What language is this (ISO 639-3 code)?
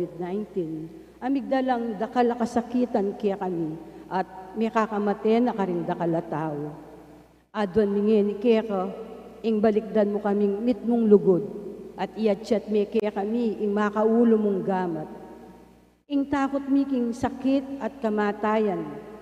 pam